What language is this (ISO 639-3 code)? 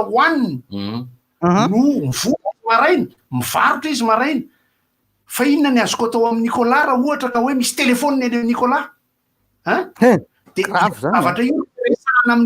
mlg